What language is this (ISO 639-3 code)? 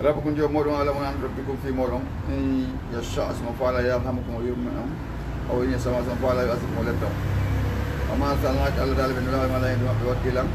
ful